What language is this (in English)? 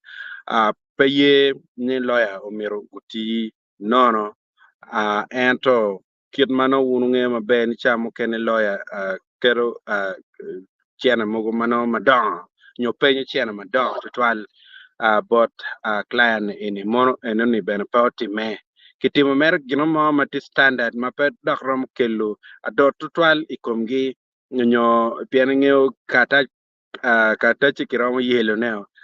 Acoli